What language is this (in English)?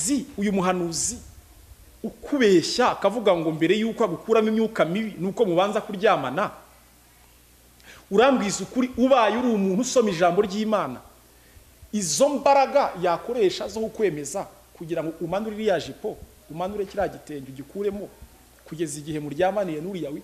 Kinyarwanda